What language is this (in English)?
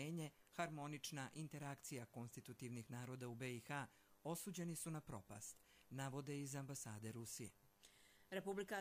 Bosnian